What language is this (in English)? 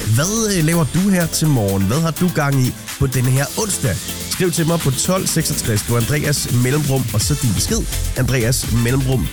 Danish